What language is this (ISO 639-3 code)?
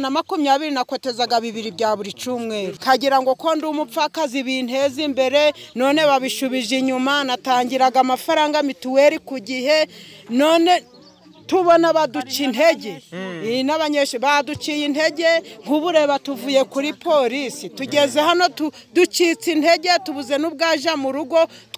kin